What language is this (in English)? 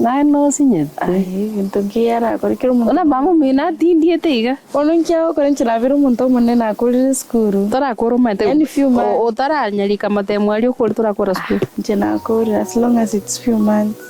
Gusii